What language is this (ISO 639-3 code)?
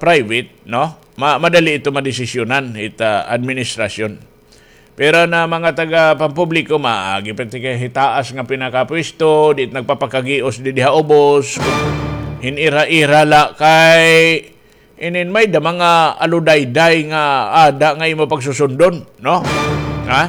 war